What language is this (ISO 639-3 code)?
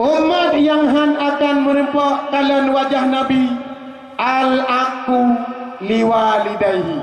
ace